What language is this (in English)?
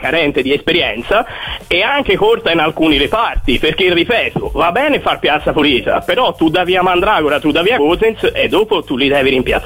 Italian